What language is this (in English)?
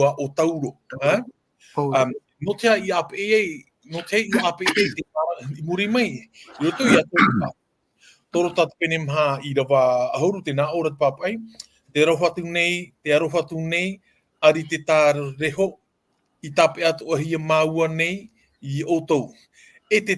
Tahitian